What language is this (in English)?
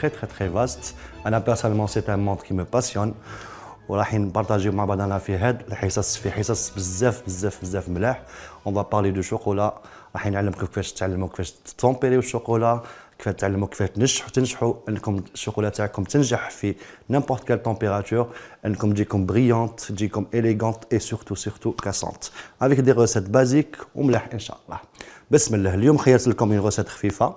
Algerian Arabic